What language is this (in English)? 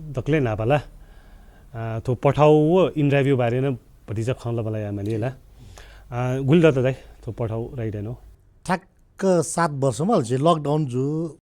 Newari